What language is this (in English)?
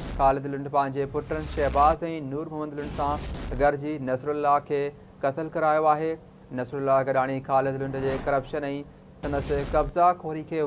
Sindhi